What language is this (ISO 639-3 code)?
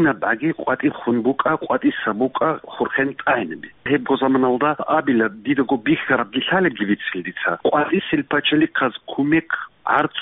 ava